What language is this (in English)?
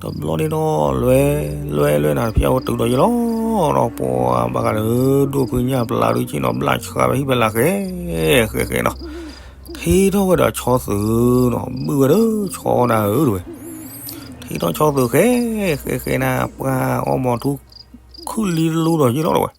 S'gaw Karen